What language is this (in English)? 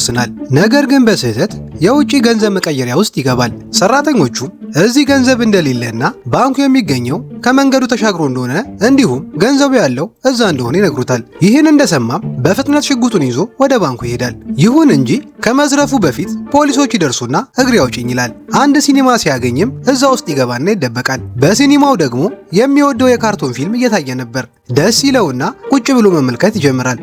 Amharic